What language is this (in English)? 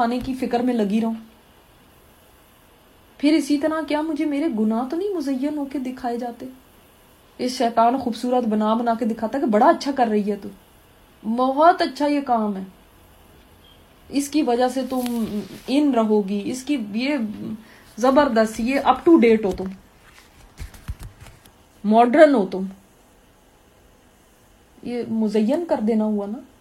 Urdu